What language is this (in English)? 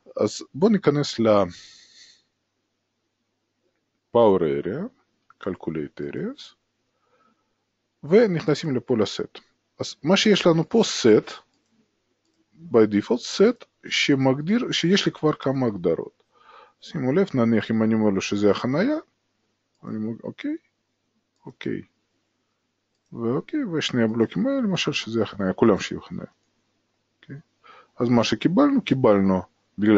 Hebrew